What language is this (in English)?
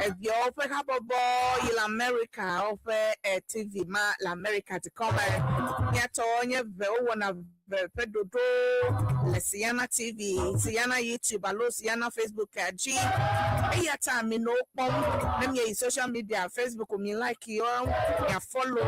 Ewe